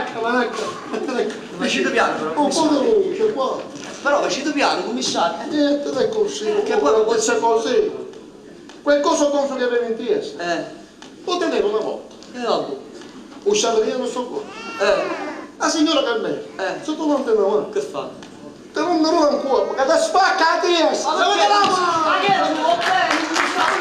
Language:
Neapolitan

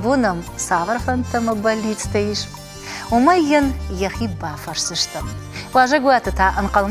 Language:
Ossetic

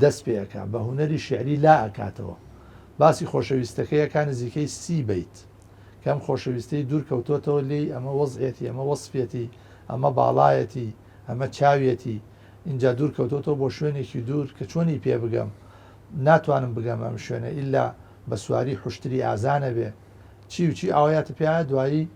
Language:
Central Kurdish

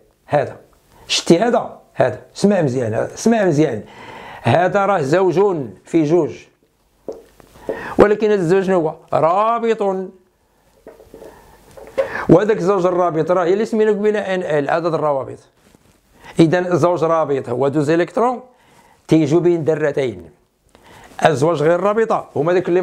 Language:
Moroccan Arabic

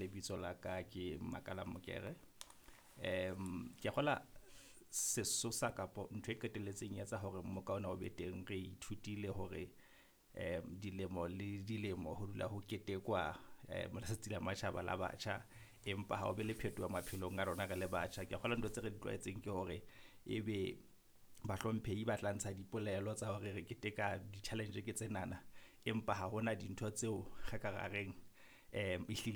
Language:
Southern Sotho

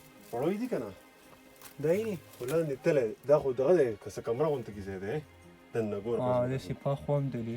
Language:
Pashto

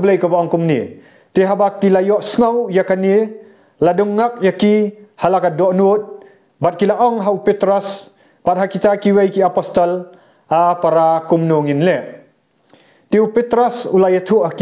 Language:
Khasi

